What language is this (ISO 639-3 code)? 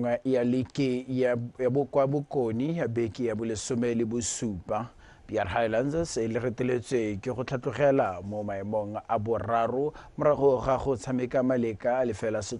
tsn